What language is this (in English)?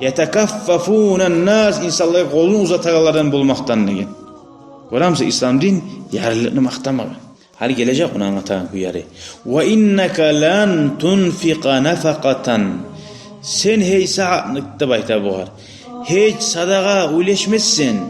Kumyk